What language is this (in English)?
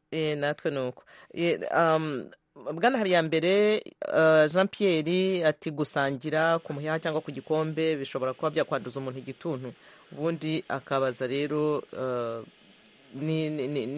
Kinyarwanda